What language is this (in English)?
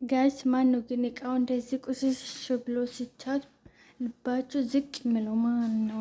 Amharic